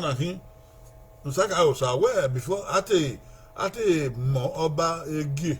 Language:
Bini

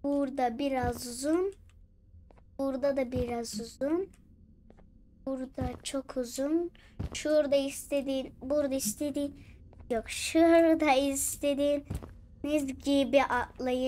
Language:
Turkish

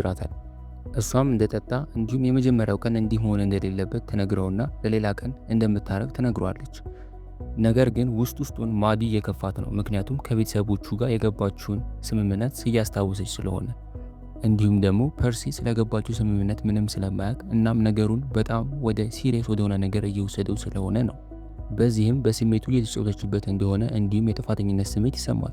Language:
Amharic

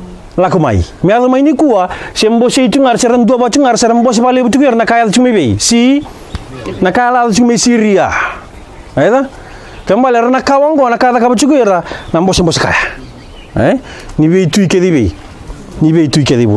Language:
Fijian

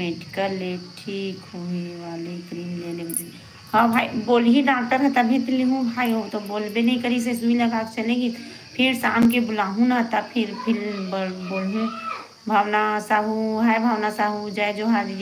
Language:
Chhattisgarhi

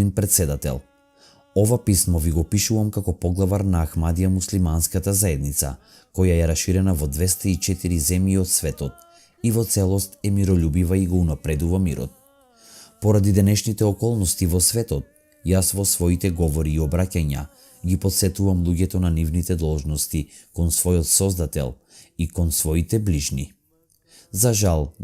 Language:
Macedonian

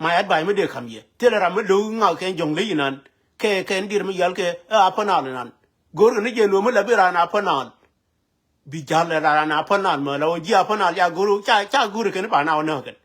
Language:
Nuer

